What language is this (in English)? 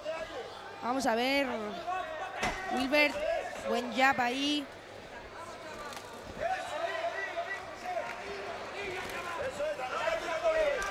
Spanish